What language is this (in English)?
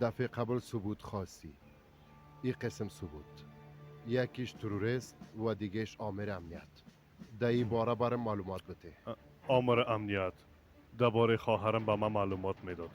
Persian